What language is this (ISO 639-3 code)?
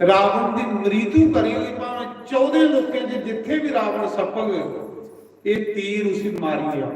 doi